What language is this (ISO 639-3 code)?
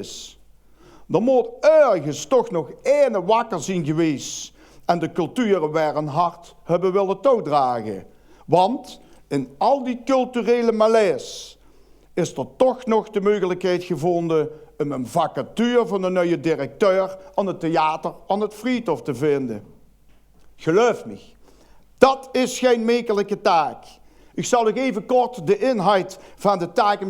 lim